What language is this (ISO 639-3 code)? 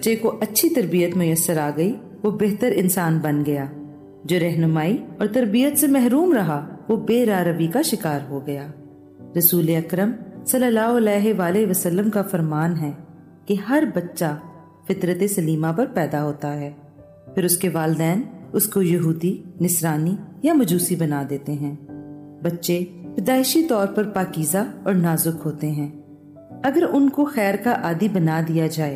urd